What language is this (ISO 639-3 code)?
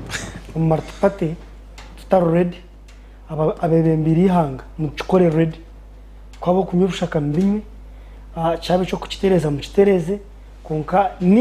nyn